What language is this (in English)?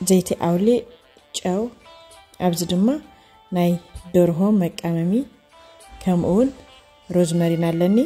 Tigrinya